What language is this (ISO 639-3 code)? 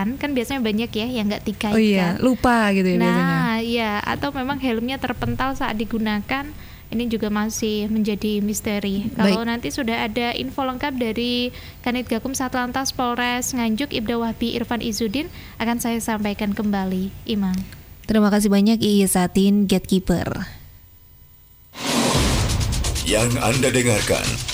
ind